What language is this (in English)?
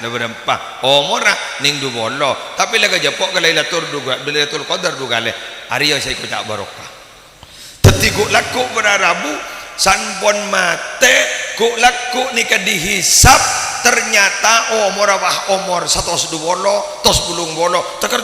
Madurese